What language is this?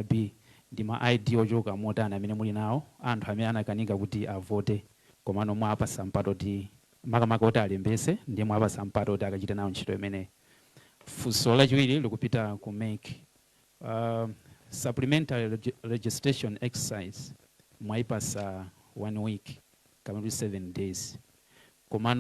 Nyanja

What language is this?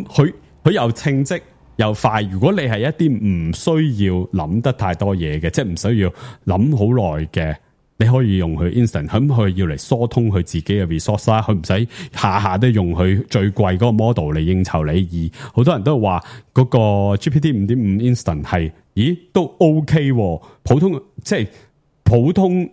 Cantonese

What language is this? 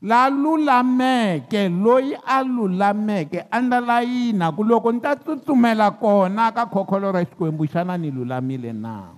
Tsonga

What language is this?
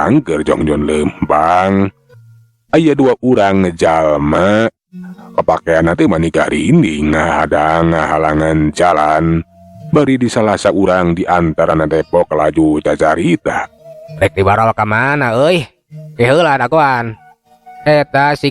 Sundanese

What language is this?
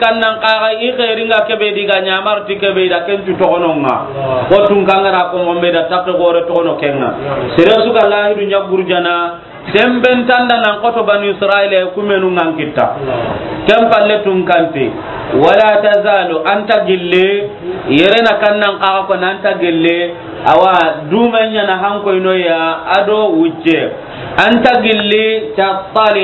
Soninke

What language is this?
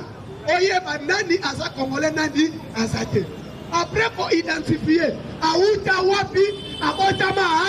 Lingala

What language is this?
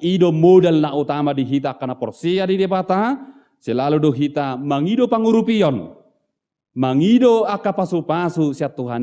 Batak Toba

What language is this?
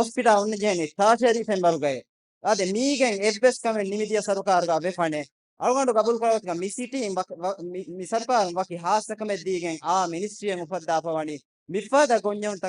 Divehi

